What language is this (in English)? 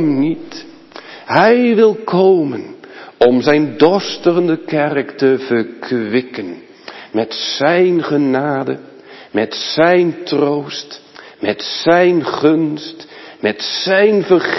Dutch